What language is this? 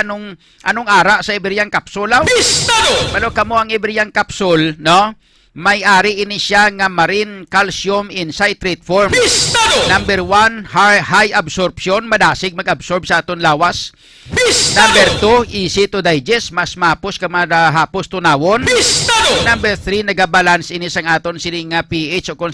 Hiligaynon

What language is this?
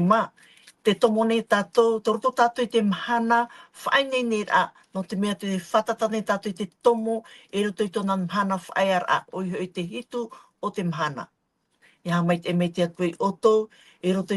Tahitian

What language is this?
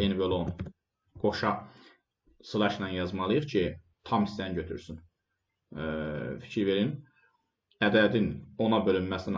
Azerbaijani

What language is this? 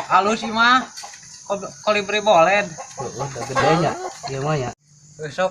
Sundanese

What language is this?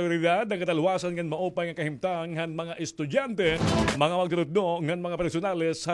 Waray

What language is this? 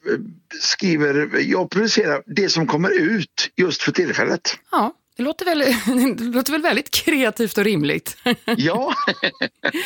Swedish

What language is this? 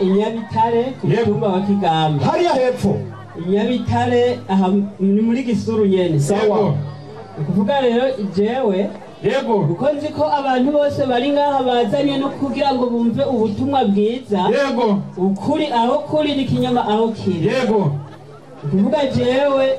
Rundi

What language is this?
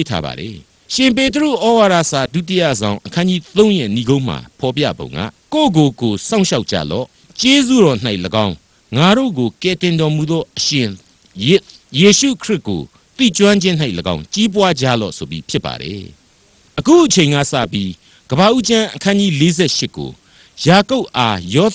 Burmese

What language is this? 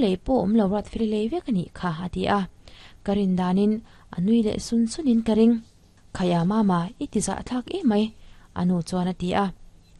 Mizo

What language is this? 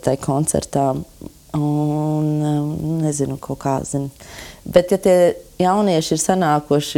Latvian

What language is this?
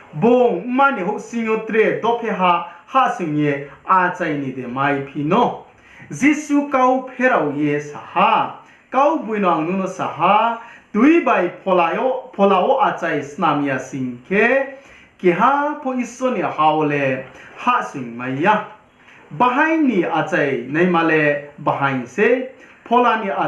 Riang (India)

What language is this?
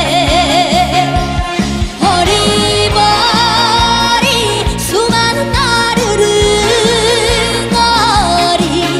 Korean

